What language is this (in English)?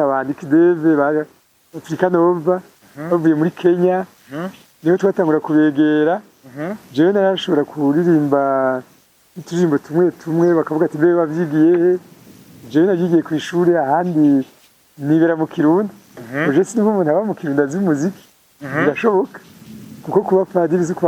Rundi